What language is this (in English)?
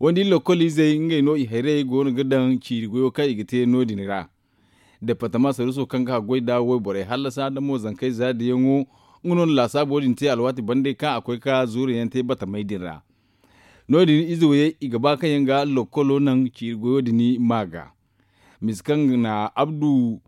Zarma